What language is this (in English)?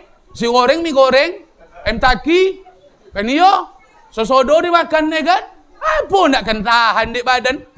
Minangkabau